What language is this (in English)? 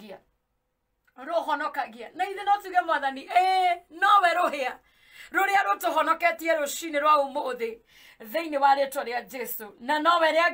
Kikuyu